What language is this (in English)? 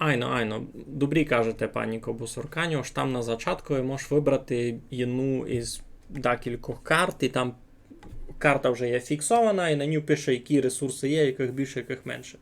Rusyn